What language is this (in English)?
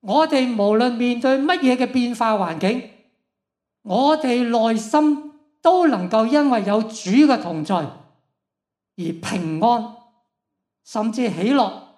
Cantonese